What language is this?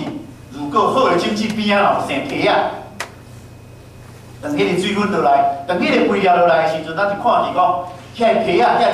Min Nan Chinese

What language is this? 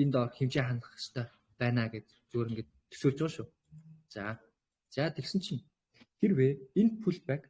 Mongolian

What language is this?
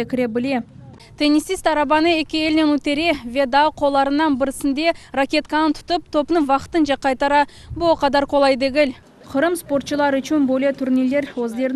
Crimean Tatar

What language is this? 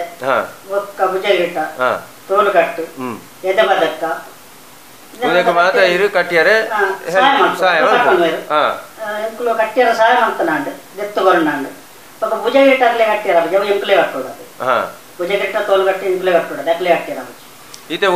Tulu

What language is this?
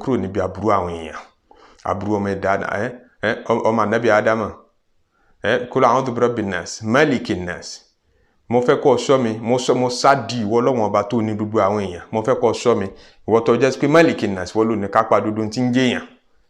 Yoruba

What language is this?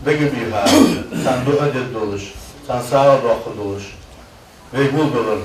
Ingush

